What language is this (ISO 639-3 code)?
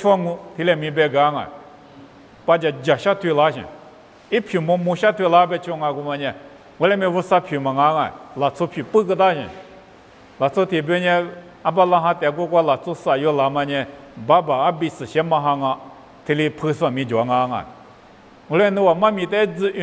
lis